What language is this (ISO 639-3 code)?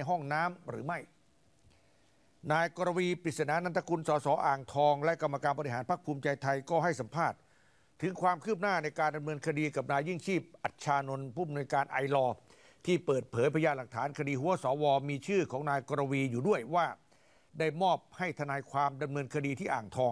tha